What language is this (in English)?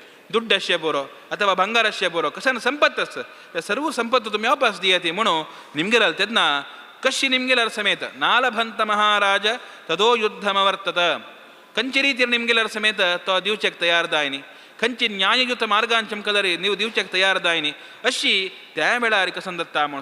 Konkani